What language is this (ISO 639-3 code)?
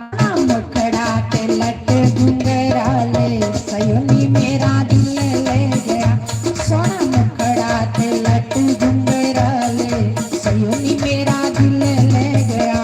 doi